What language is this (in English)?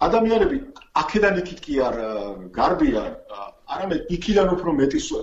Georgian